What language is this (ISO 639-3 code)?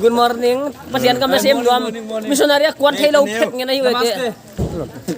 pck